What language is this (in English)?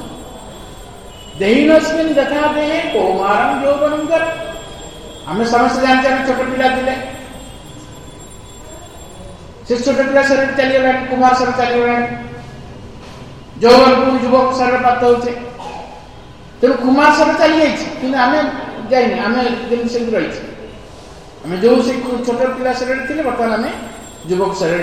Odia